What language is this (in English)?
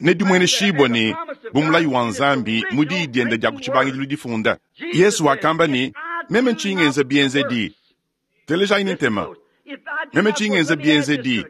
Luba-Lulua